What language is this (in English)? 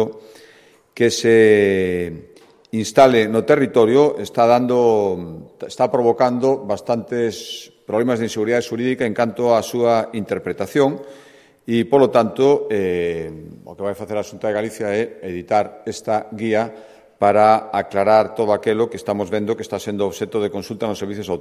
Galician